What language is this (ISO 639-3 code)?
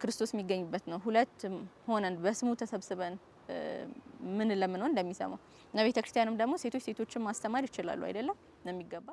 amh